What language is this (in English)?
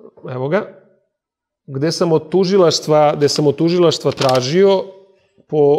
Serbian